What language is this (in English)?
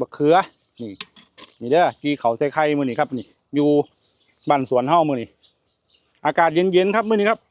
Lao